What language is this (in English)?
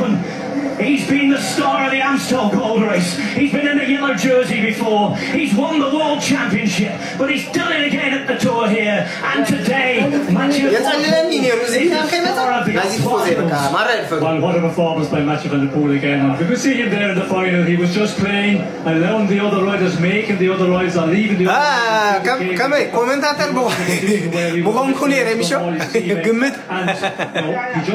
Tigrinya